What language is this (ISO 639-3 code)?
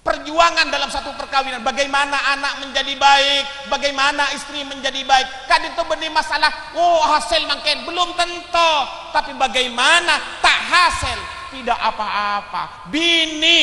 mad